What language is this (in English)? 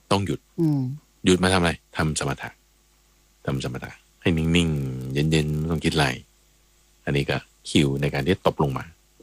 Thai